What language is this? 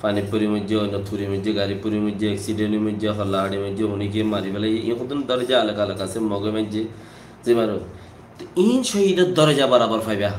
Rohingya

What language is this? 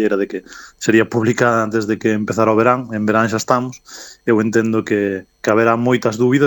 Galician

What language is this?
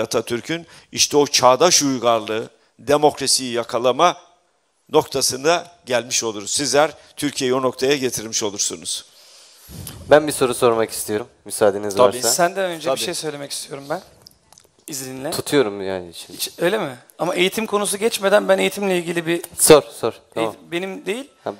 Turkish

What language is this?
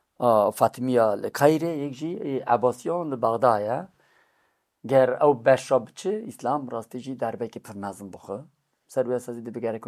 Kurdish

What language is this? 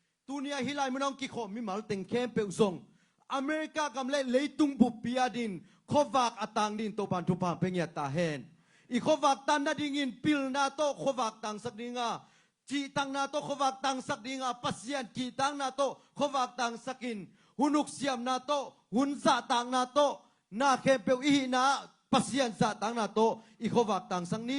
Tedim Chin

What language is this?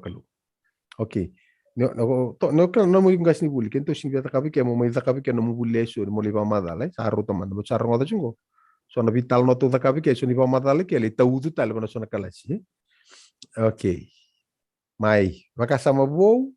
Fijian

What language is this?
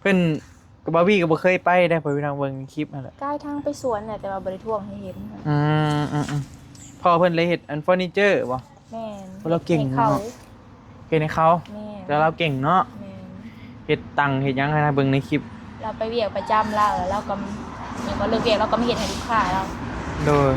Northeastern Thai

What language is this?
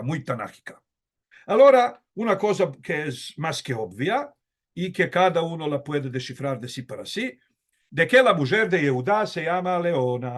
Ladino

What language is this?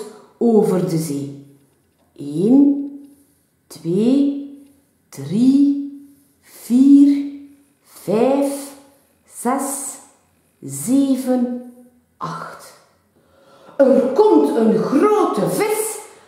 Dutch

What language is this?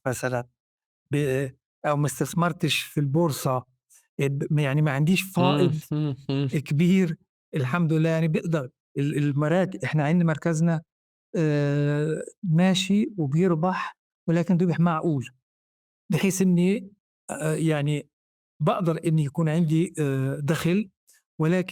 North Levantine Arabic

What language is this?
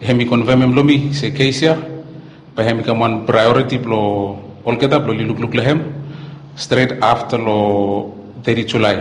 Bislama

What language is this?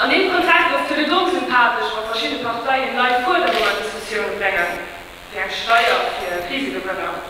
Luxembourgish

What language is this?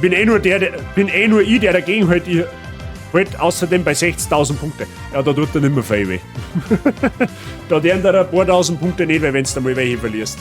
Bavarian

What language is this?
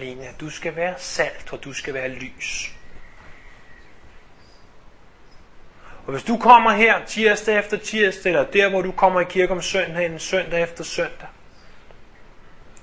Danish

